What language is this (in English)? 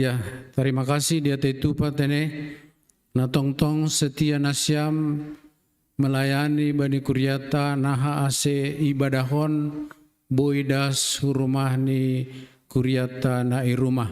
Batak Simalungun